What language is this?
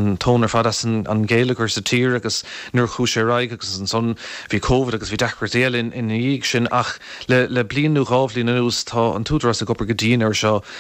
Irish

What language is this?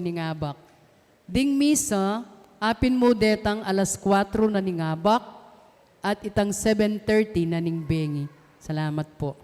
Pampanga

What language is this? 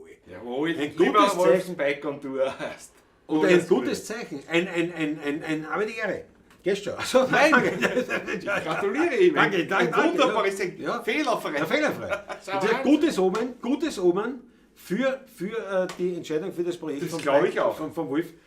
Bavarian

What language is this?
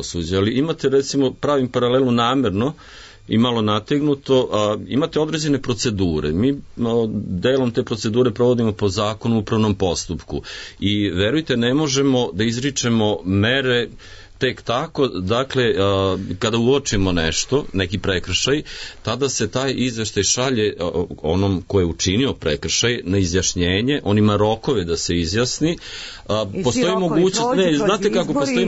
Serbian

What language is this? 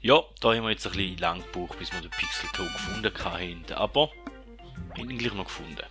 Swiss German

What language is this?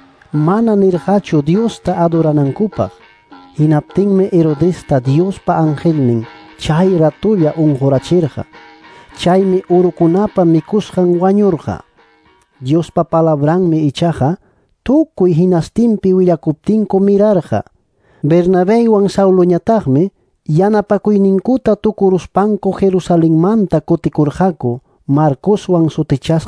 Ayacucho Quechua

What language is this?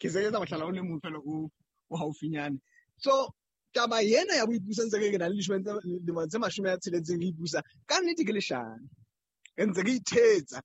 Southern Sotho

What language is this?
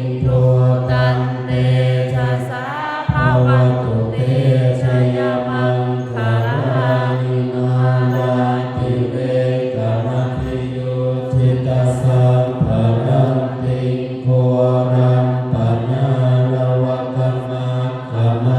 Pali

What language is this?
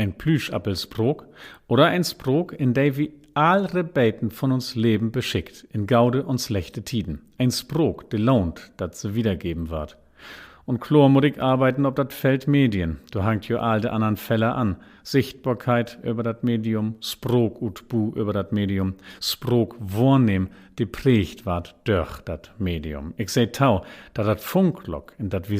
Low German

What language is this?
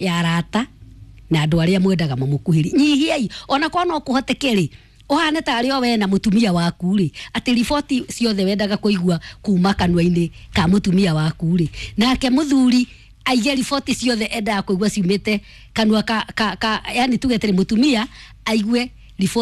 Kikuyu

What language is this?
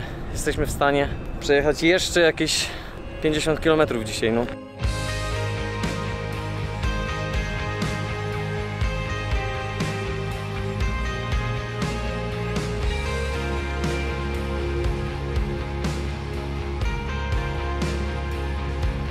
Polish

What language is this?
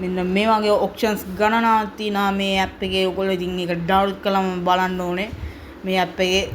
Sinhala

